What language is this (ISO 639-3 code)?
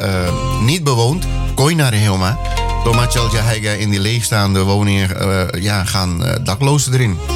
nld